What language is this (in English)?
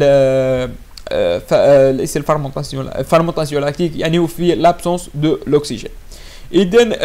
Arabic